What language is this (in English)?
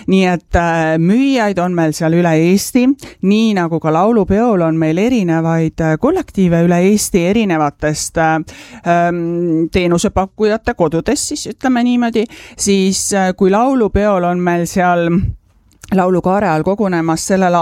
Estonian